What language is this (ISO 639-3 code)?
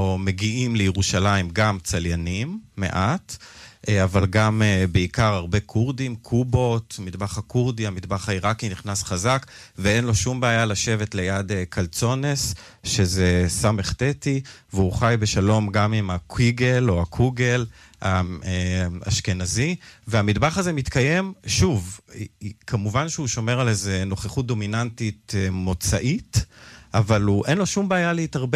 heb